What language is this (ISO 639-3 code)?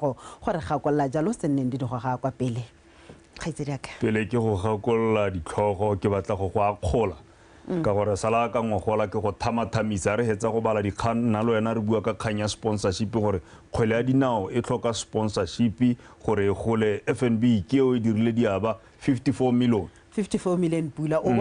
tsn